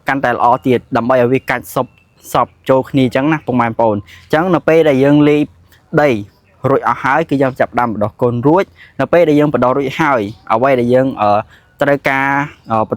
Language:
Khmer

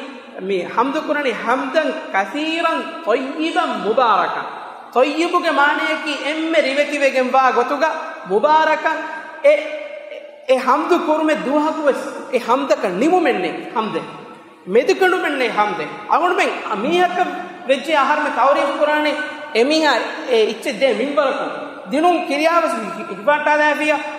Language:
Divehi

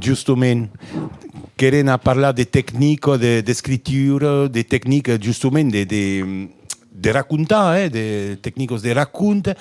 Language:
Occitan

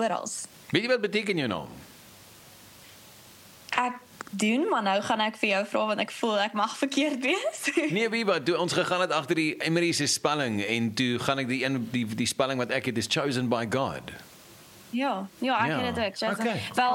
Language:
Afrikaans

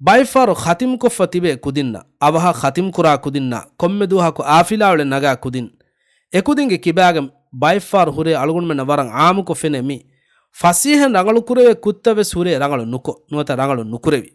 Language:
Divehi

